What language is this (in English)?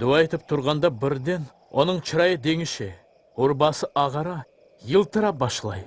Crimean Tatar